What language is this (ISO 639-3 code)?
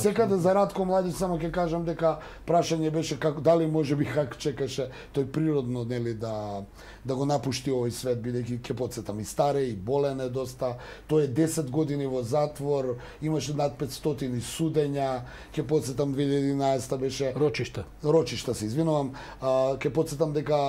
mkd